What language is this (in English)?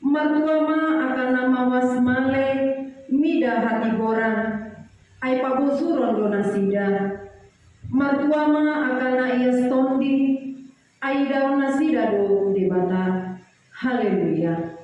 Batak Toba